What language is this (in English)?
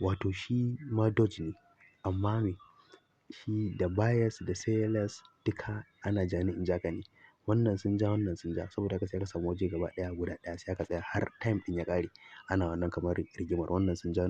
Hausa